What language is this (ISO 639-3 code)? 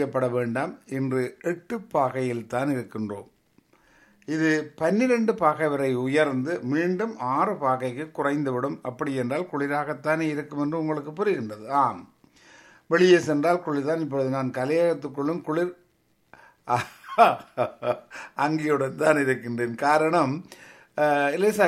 tam